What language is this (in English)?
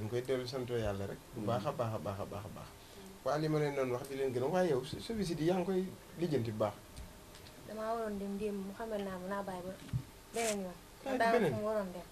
Wolof